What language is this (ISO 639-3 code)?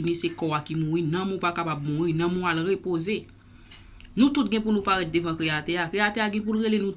hat